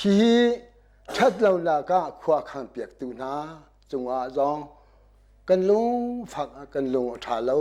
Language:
Hakha Chin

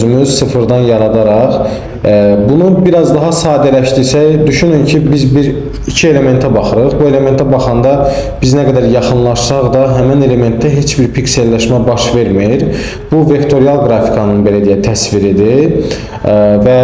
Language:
Azerbaijani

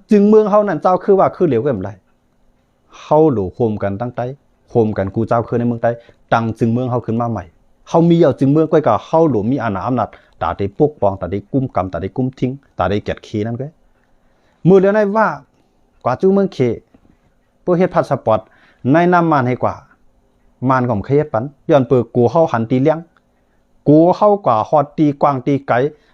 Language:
Shan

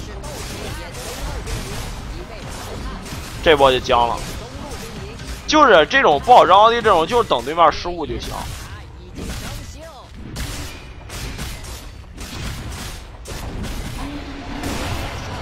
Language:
Chinese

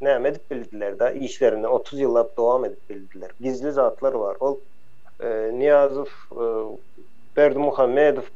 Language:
Turkmen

